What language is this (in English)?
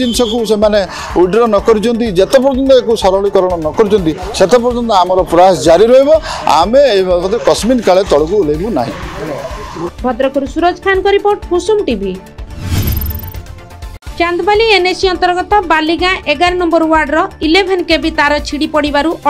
Odia